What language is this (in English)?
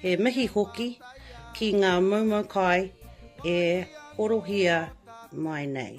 Māori